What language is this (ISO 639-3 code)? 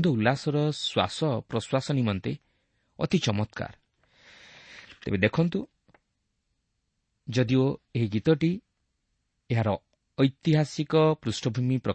ori